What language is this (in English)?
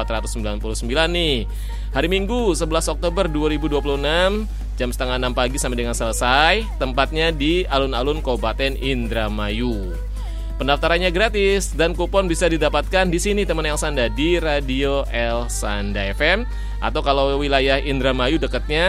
Indonesian